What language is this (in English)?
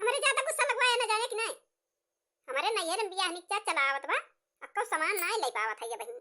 Awadhi